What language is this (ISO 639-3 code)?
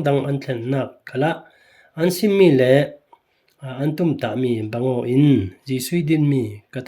cfm